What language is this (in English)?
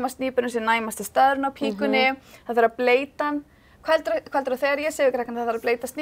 Icelandic